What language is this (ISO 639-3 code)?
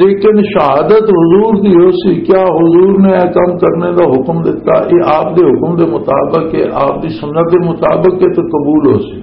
lah